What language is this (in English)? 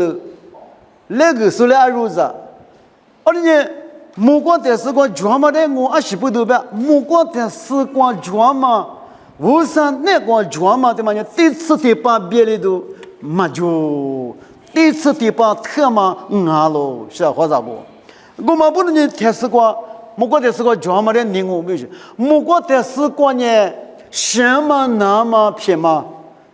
Lisu